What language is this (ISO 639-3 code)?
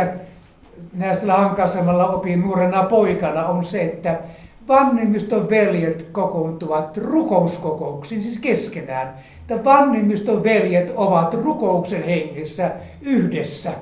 fin